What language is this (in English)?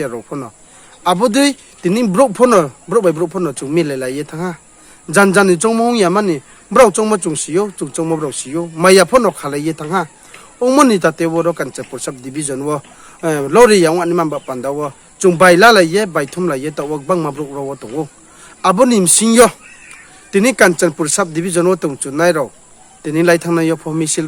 Riang (India)